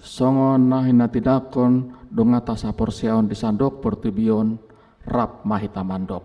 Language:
Batak Toba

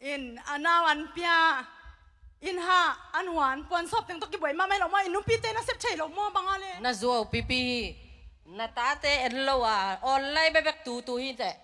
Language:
Tedim Chin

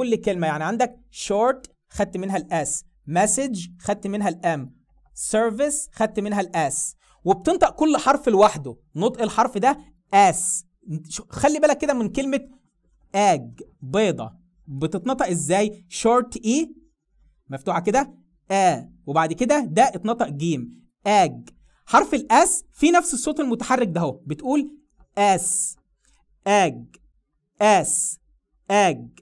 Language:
Egyptian Arabic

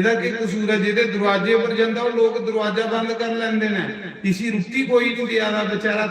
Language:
Dogri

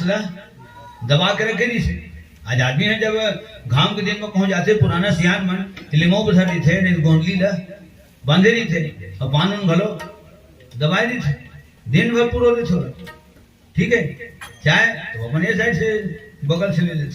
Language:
Chhattisgarhi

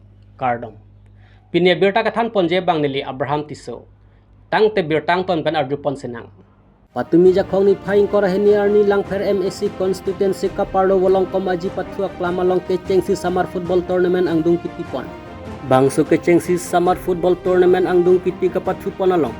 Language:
Karbi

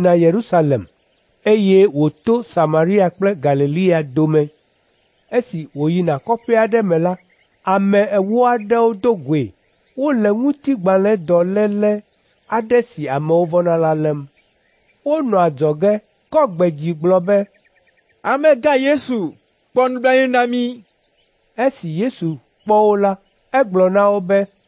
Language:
Ewe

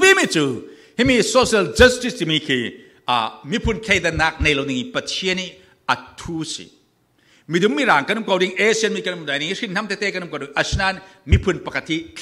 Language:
Falam Chin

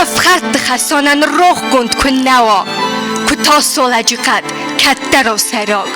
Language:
Ossetic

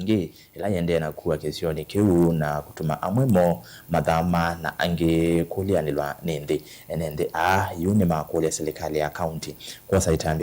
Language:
Kamba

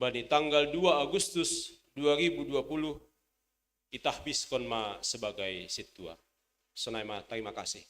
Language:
Batak Simalungun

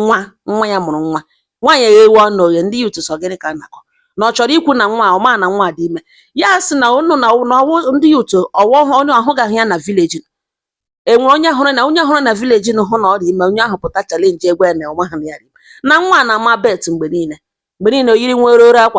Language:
Igbo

